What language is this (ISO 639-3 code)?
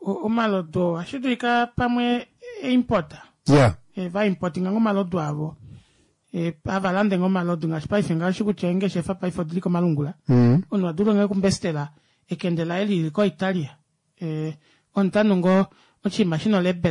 kua